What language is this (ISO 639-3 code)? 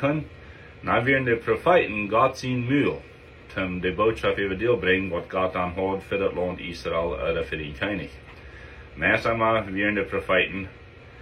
pdt